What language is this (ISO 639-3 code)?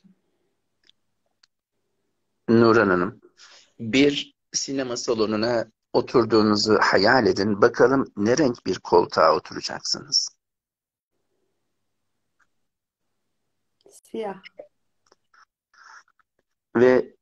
tur